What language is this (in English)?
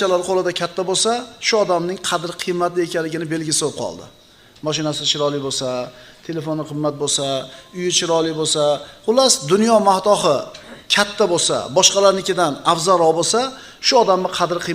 Uzbek